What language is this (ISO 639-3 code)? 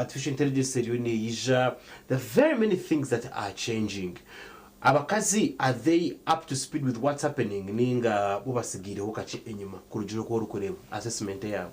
nyn